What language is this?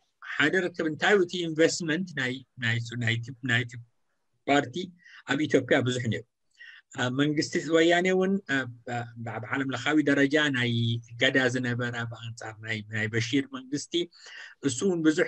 Tigrinya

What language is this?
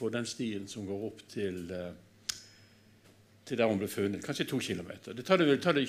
Norwegian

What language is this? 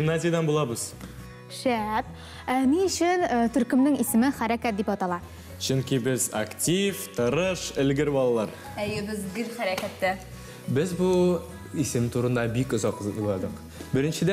Tatar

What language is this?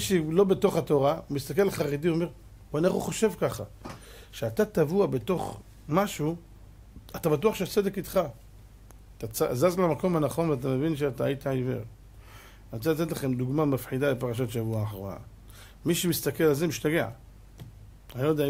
Hebrew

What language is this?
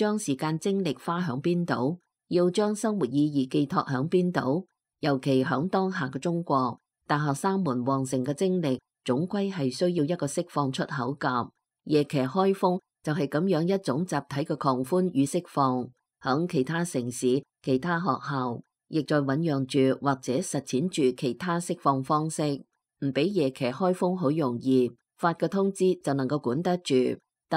Cantonese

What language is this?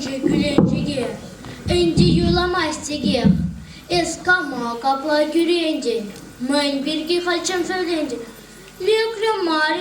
Chuvash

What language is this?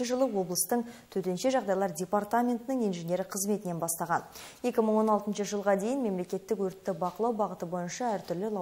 Kazakh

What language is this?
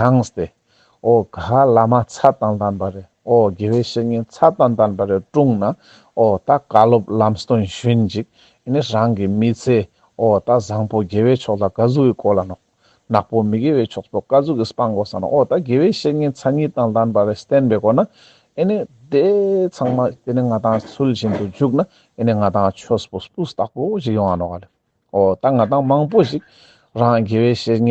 Ladakhi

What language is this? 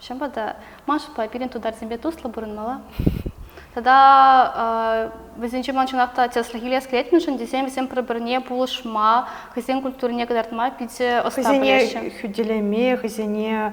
Chuvash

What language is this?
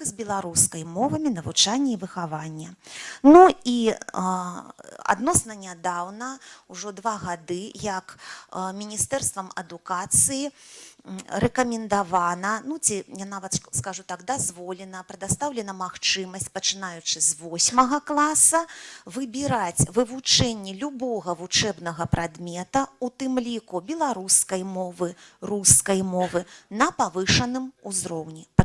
Belarusian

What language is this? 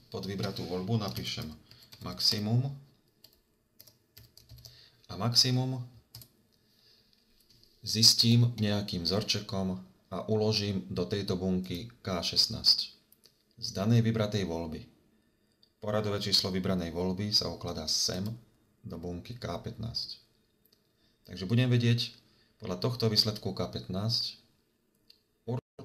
Slovak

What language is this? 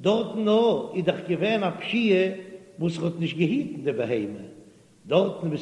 Yiddish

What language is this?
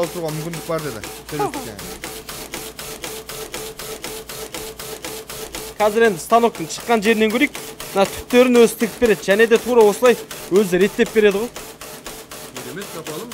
Kazakh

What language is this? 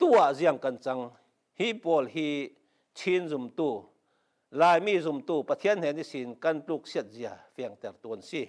Falam Chin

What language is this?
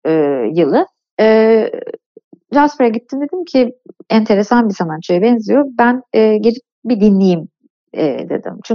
Turkish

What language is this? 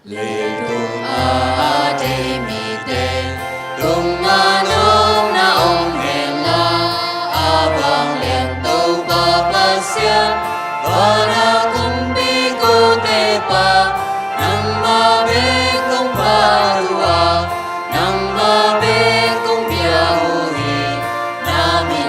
Tedim Chin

